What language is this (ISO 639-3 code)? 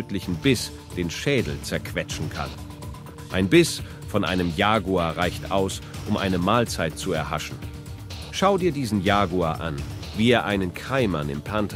deu